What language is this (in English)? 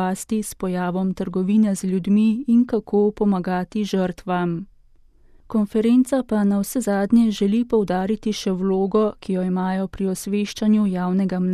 Slovenian